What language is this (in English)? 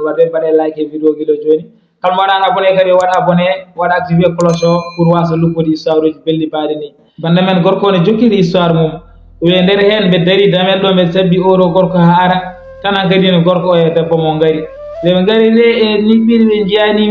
Fula